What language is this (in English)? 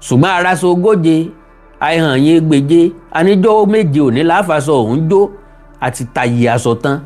Yoruba